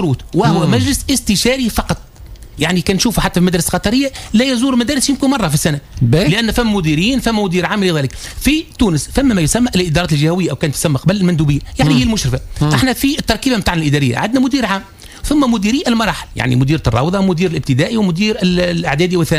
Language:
Tunisian Arabic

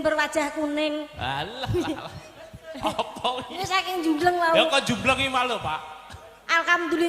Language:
Javanese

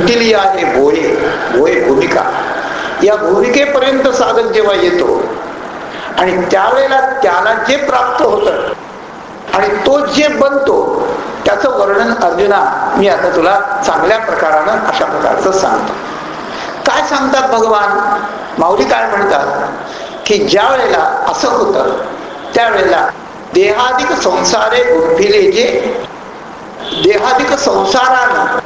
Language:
Marathi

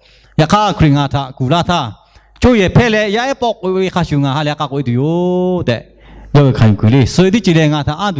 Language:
Lahu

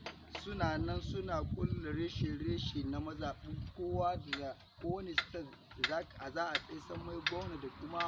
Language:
Hausa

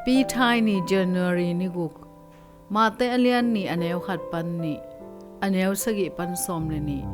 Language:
Tedim Chin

